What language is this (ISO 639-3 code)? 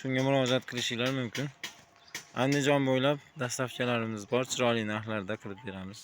uzb